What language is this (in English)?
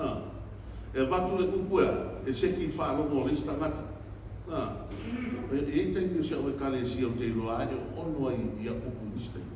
Samoan